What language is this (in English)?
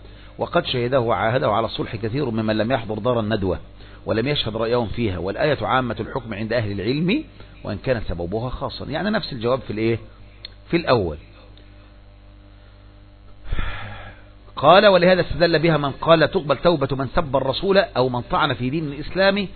Arabic